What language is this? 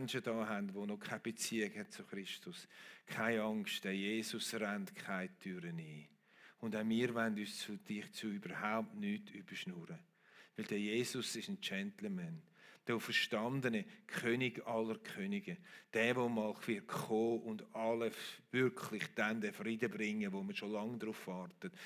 Swiss German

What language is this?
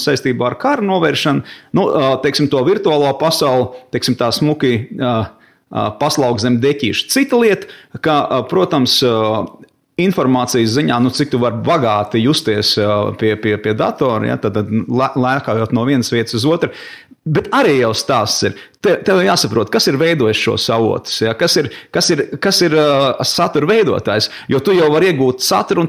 Latvian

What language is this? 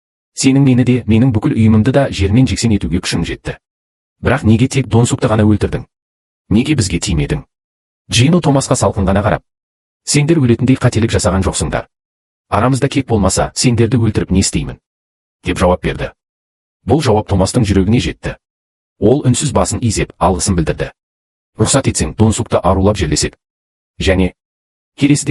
Kazakh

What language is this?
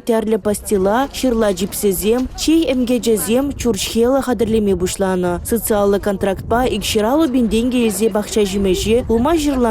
Chuvash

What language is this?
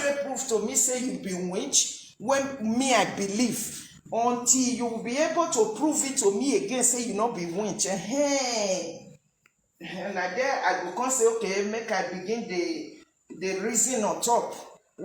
Nigerian Pidgin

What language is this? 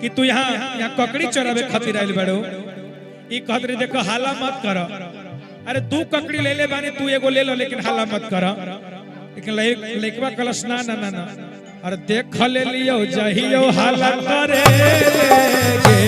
Magahi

